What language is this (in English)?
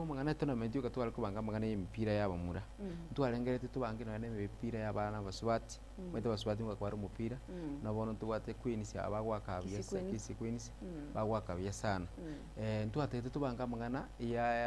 Gusii